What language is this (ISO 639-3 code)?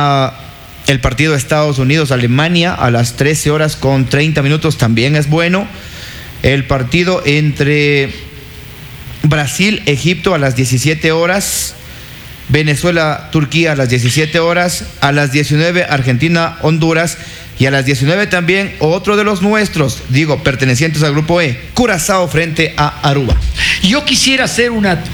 spa